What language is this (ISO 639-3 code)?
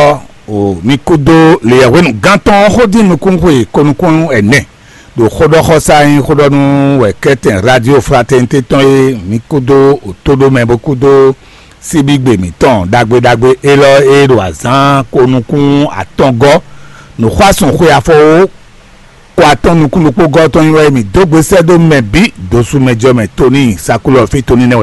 fon